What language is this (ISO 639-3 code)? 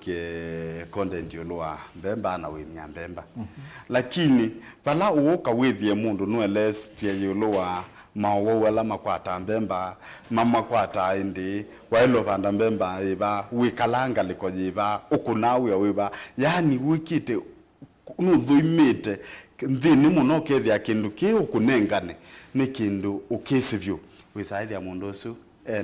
kam